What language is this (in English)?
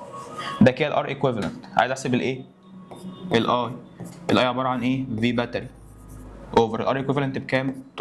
Egyptian Arabic